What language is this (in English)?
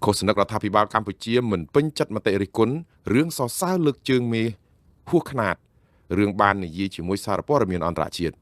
Khmer